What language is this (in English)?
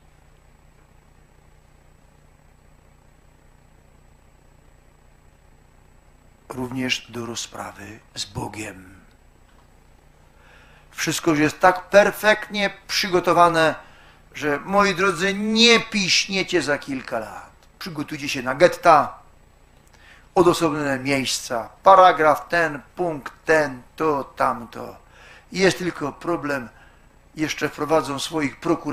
Polish